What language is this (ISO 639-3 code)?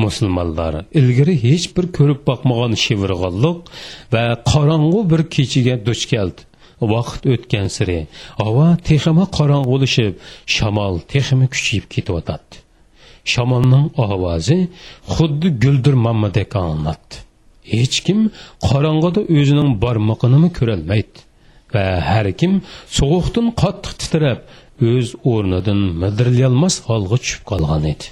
uig